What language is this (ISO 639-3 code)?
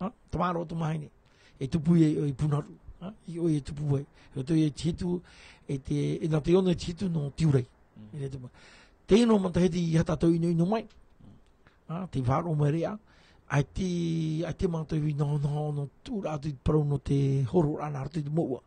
tah